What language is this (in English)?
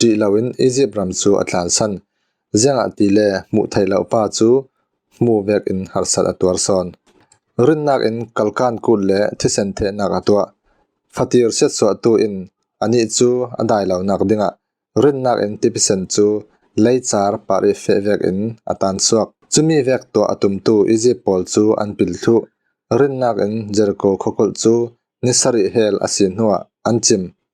Falam Chin